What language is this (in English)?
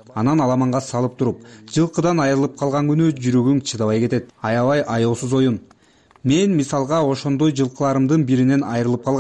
Kyrgyz